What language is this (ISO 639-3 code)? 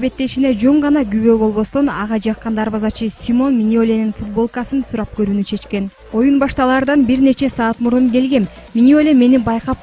kir